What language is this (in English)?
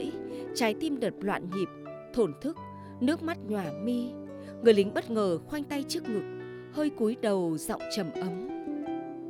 Vietnamese